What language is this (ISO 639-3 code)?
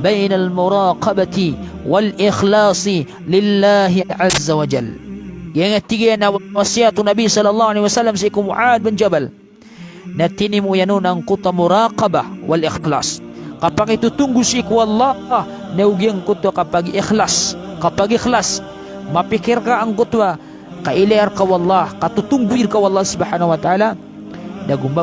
mrw